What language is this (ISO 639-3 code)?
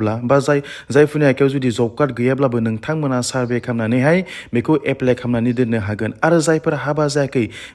brx